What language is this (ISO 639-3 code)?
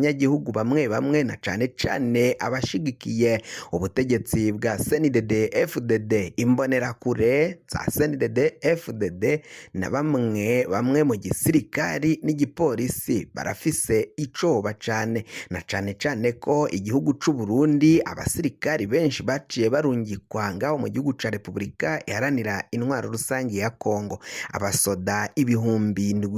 run